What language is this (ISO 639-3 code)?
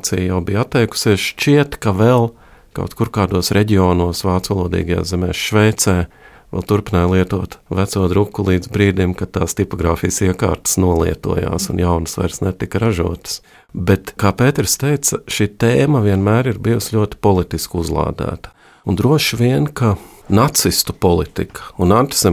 lav